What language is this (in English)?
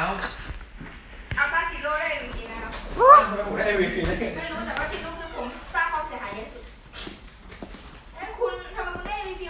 Thai